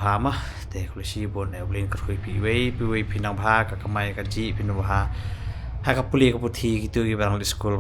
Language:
Khasi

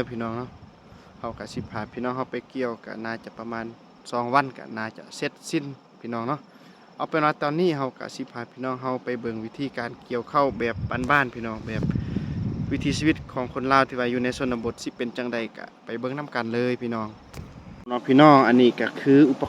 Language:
Lao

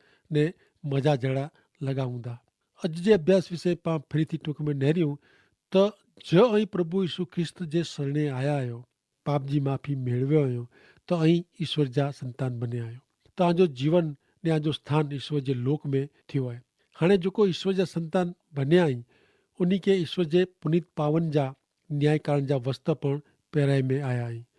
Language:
Kachhi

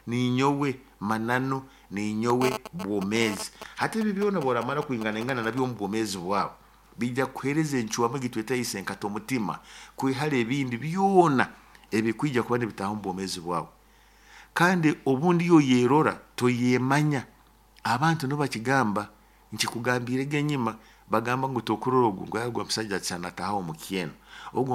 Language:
Nyoro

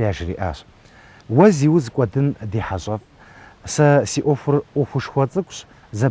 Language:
Kabardian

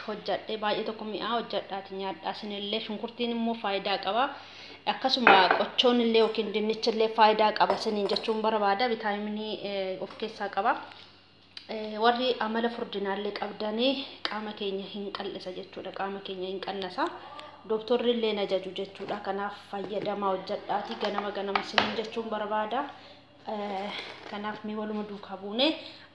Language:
Oromo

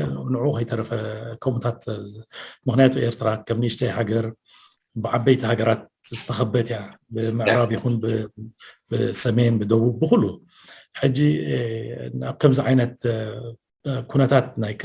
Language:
Tigrinya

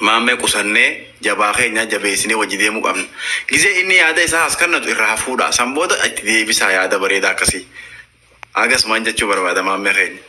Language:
Oromo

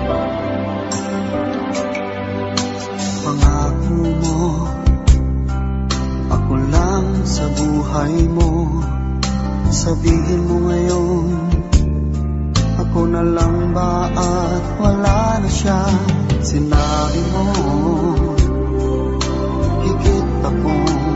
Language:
Filipino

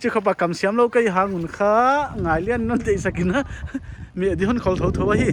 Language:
Paite Chin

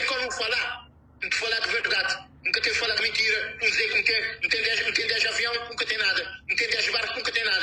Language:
Kabuverdianu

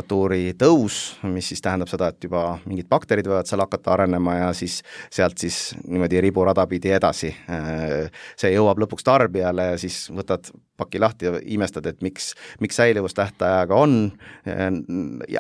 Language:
Estonian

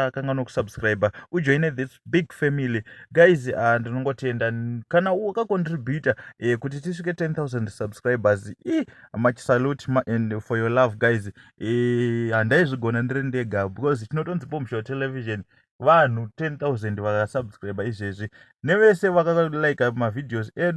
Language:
Shona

